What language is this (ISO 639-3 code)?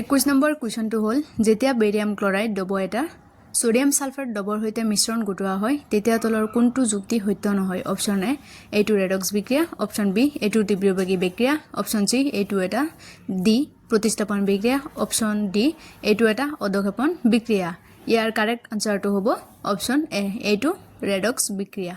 asm